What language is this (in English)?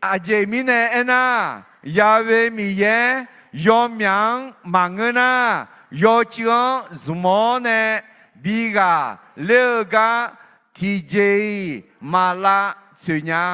Akha